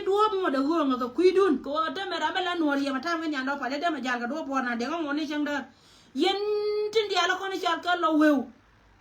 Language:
Nuer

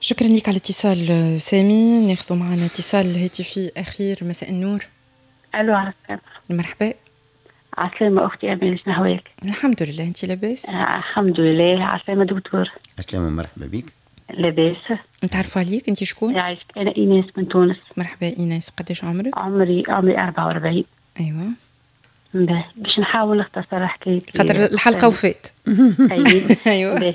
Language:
Tunisian Arabic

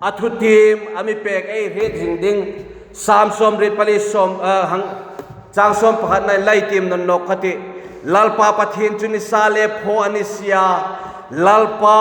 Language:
Hmar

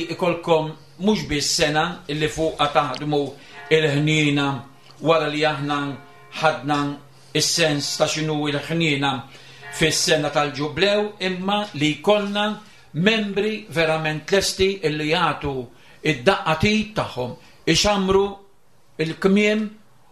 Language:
Maltese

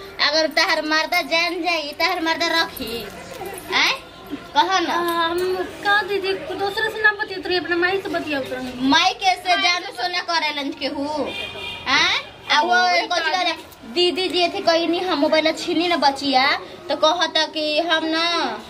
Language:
Bhojpuri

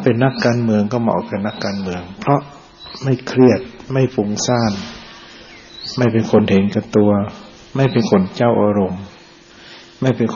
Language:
Thai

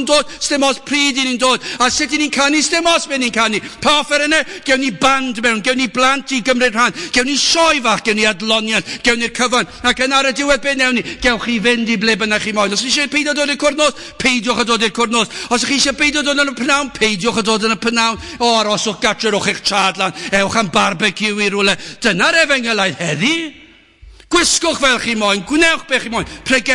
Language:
Welsh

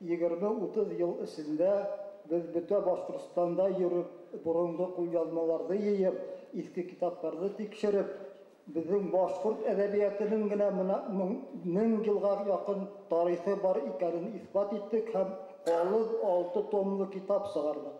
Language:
Bashkir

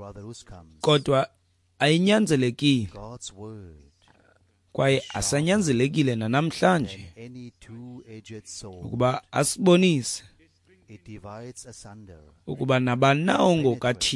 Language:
Xhosa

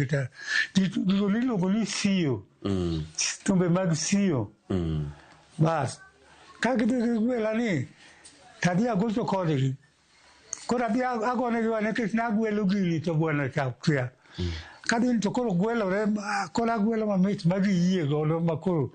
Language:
Luo (Kenya and Tanzania)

